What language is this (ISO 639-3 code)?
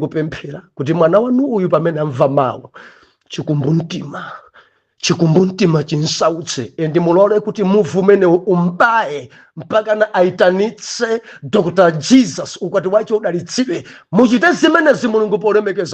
nya